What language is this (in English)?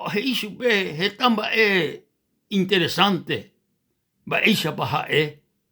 Guarani